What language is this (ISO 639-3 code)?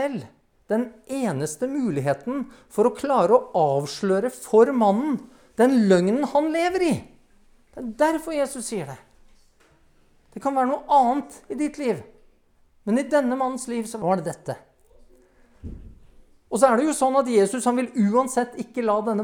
nor